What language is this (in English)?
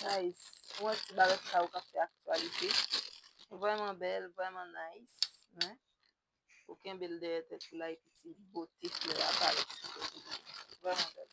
Haitian Creole